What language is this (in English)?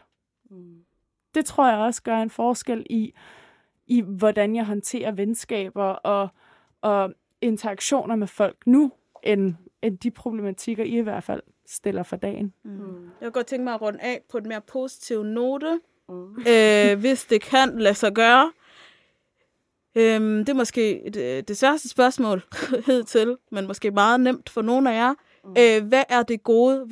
Danish